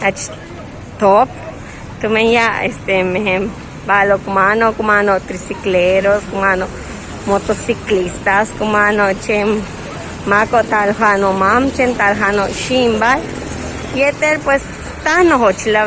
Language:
Yucateco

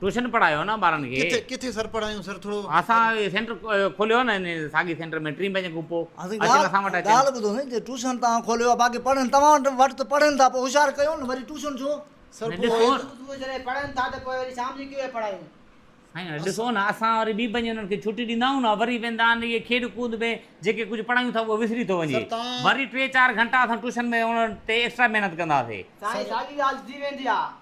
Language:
Sindhi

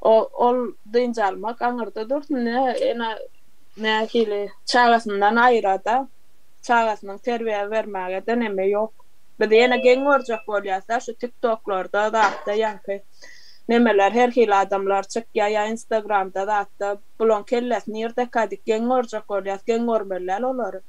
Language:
Turkmen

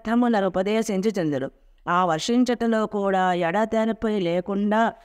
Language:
Telugu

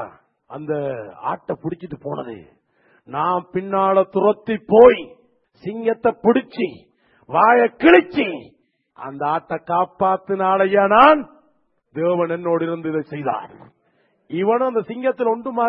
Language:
Tamil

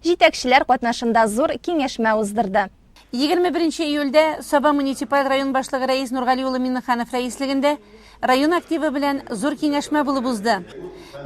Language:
Tatar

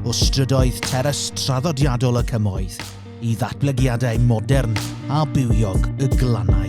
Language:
Welsh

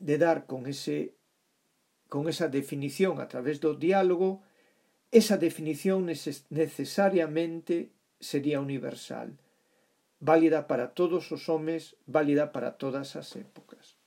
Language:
Galician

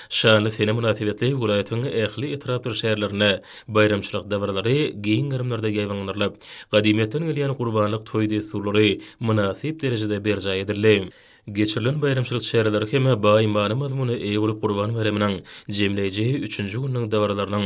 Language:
Turkmen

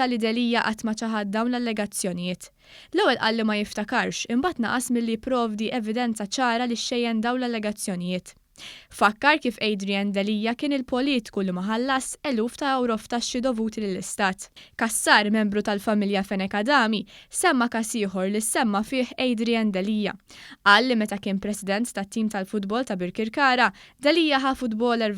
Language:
Maltese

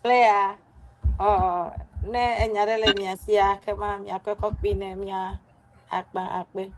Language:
Ewe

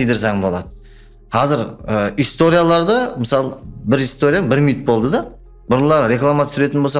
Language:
Kara-Kalpak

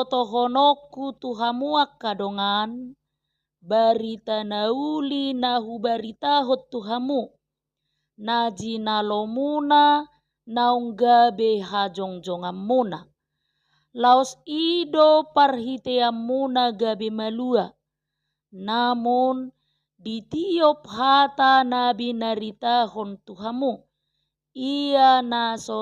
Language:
Batak Toba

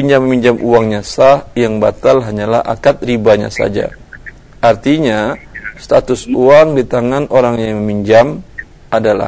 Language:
Indonesian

